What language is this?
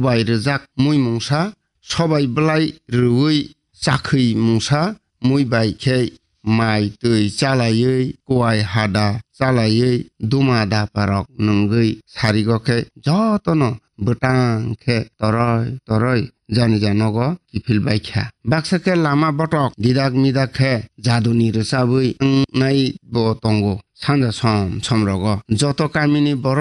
Kok Borok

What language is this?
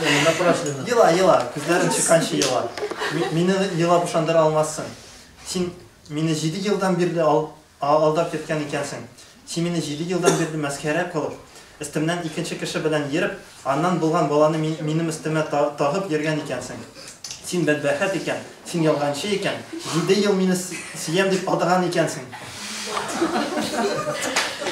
Tatar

